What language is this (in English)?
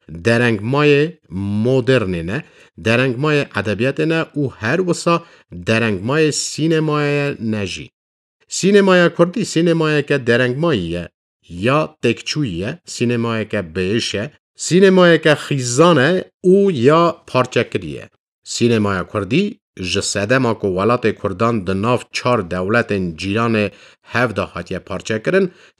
Kurdish